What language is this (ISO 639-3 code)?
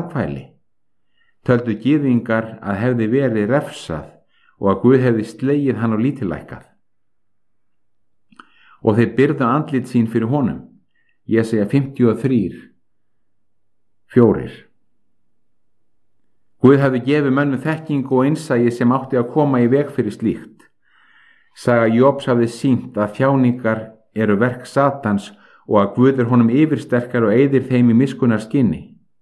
isl